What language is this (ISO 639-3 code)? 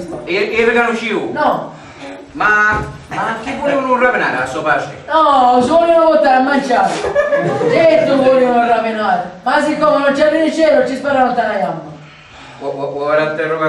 scn